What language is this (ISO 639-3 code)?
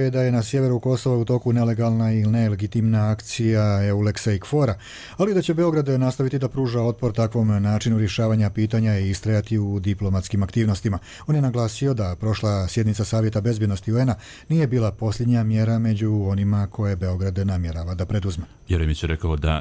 hrv